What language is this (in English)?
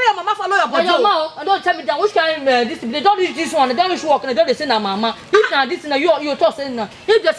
Nigerian Pidgin